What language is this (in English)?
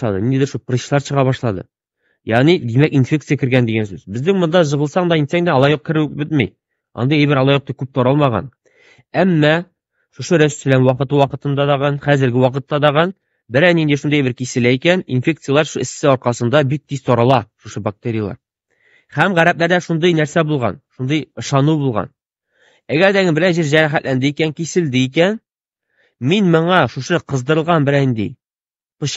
Tatar